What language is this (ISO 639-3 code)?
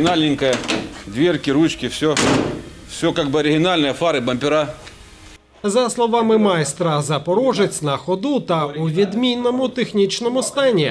ukr